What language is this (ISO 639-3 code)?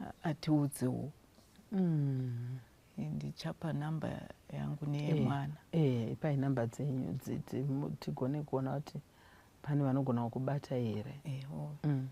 sna